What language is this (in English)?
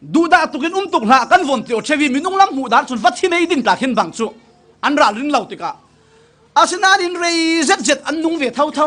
Falam Chin